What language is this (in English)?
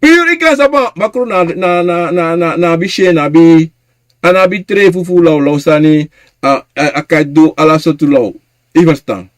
Sranan Tongo